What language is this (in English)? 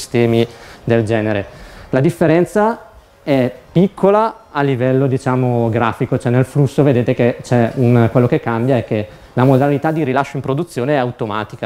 Italian